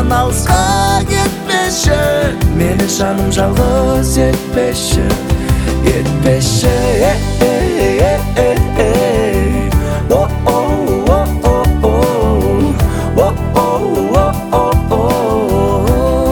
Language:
Kazakh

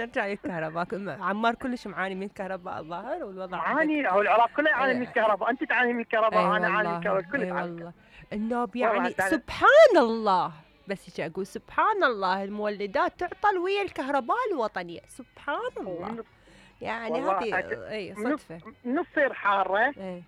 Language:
Mesopotamian Arabic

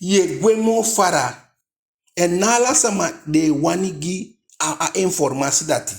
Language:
Eastern Maroon Creole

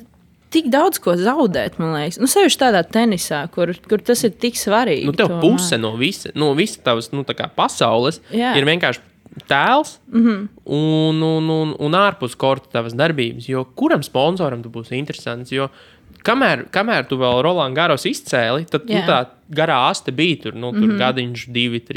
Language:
Latvian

